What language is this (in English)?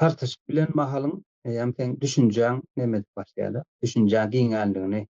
Turkmen